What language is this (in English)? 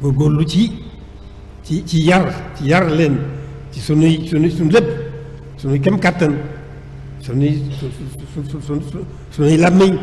Wolof